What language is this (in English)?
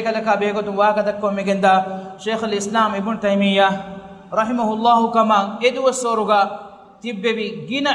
Divehi